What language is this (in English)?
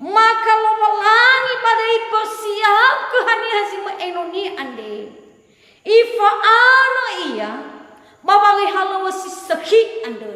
Nias